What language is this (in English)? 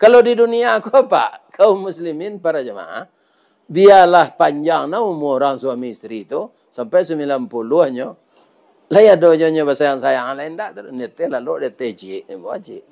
Minangkabau